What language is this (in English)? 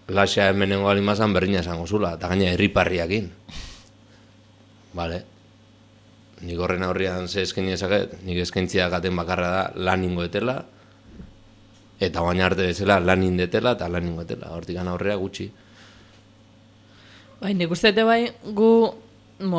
Basque